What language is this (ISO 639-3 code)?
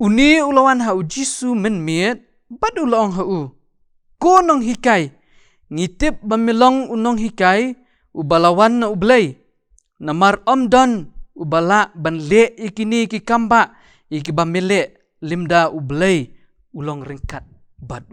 kha